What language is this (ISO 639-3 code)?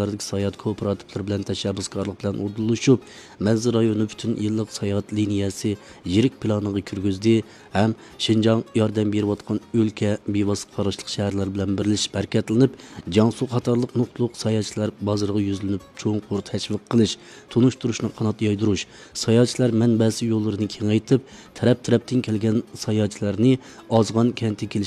uig